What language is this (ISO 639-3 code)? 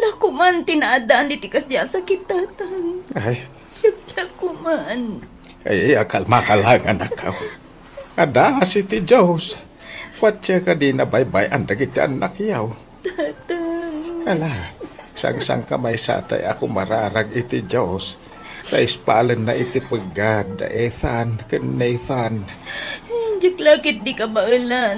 ilo